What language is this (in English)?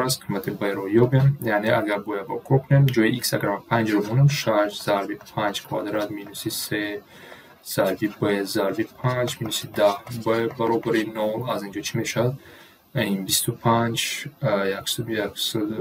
Tajik